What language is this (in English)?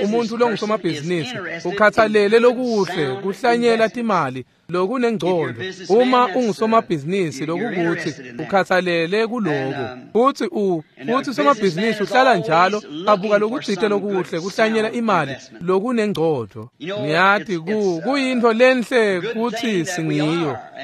Swati